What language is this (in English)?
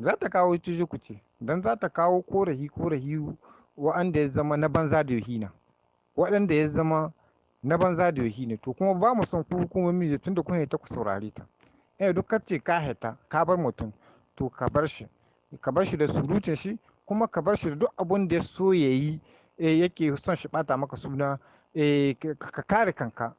Hausa